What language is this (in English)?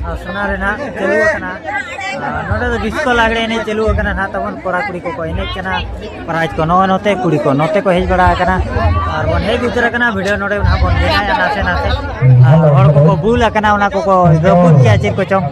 Santali